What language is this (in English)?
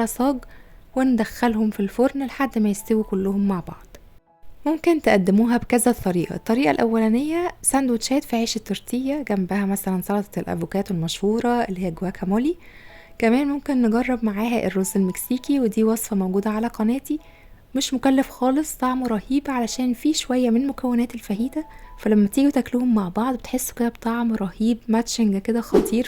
Egyptian Arabic